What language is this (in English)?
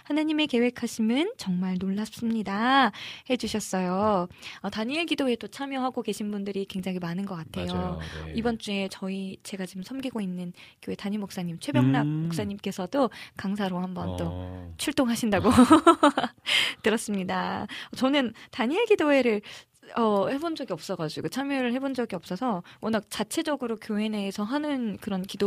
Korean